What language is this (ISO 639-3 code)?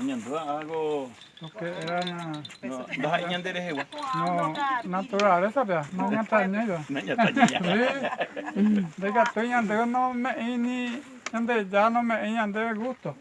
grn